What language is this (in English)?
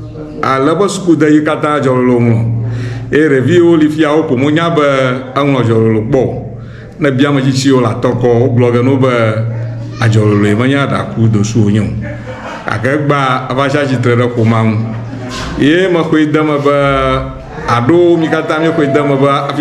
Ewe